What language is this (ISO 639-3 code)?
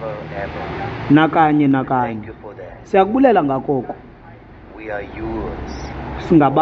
xho